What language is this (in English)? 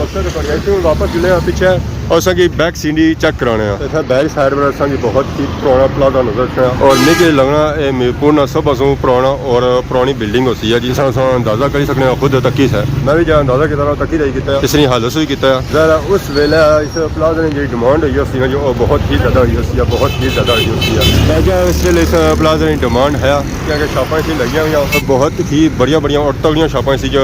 Pahari-Potwari